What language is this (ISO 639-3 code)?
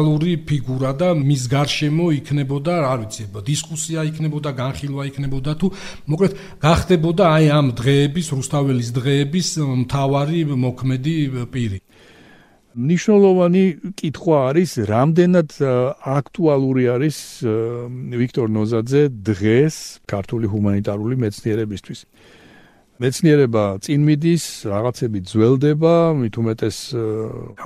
kat